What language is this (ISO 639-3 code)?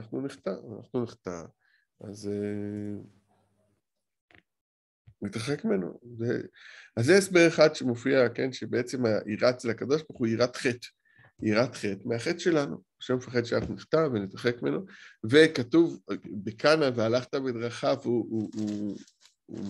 heb